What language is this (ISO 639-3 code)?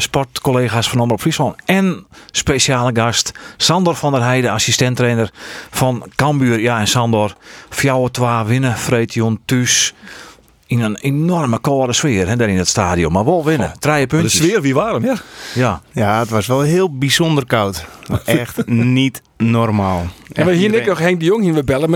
fry